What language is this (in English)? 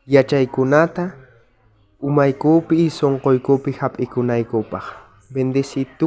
South Bolivian Quechua